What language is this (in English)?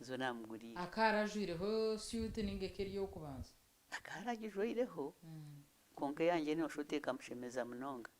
Nyankole